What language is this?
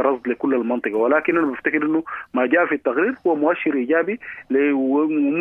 Sudanese Arabic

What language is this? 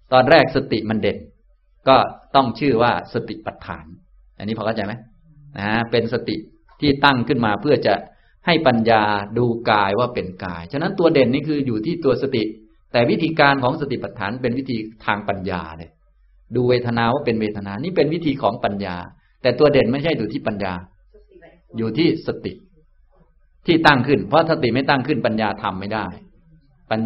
Thai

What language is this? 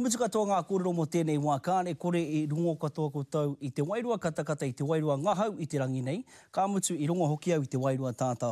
Māori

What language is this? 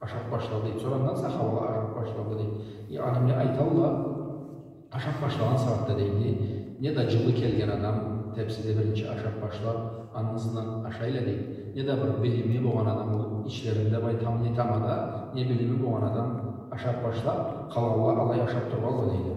Karachay-Balkar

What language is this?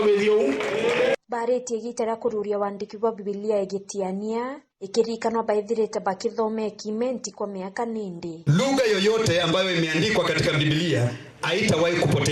Meru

